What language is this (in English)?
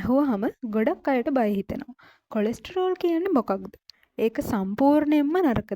Sinhala